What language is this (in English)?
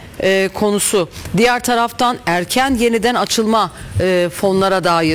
Turkish